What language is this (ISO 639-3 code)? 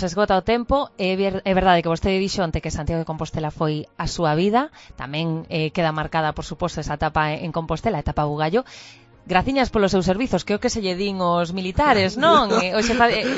glg